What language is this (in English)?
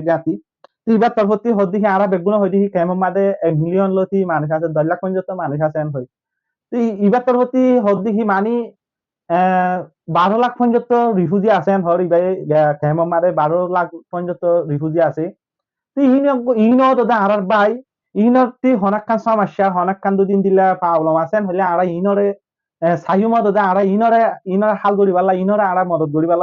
Rohingya